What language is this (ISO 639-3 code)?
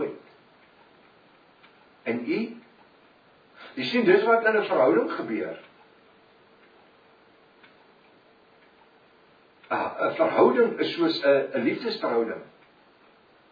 afr